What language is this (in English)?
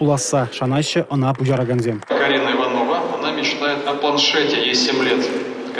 Chuvash